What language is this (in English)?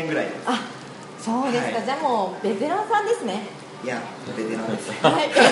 Japanese